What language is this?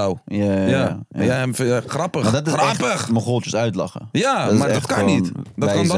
Dutch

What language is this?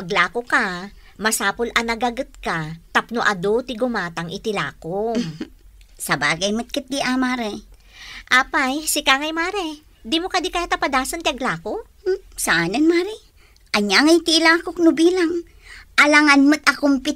Iloko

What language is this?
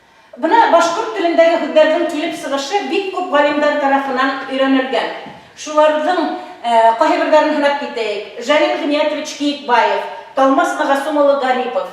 Bashkir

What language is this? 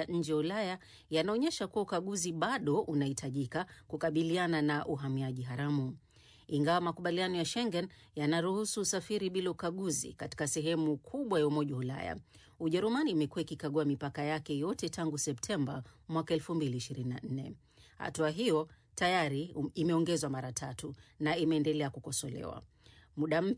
Swahili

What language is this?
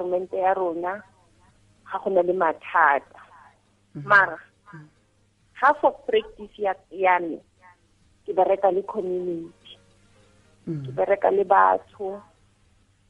Tswana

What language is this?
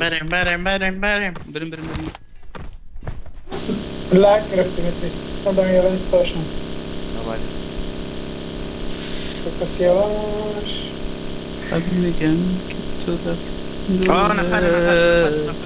Persian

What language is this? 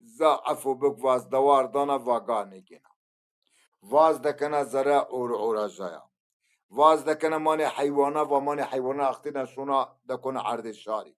Zaza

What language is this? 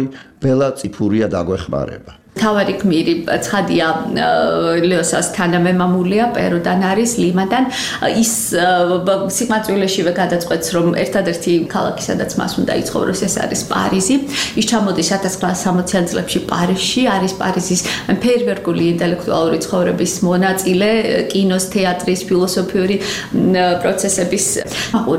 Georgian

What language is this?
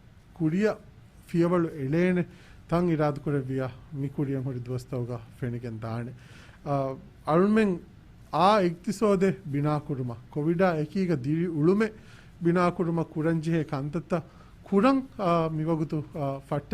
Divehi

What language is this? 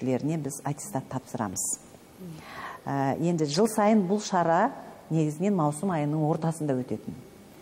Kazakh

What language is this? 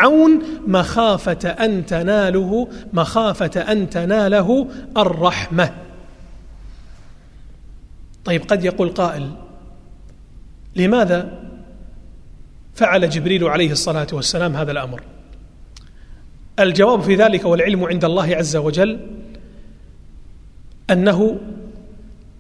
Arabic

